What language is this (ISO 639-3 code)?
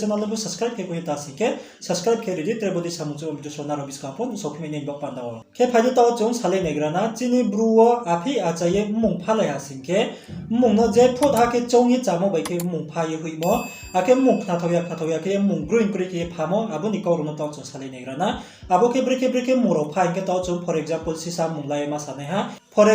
ria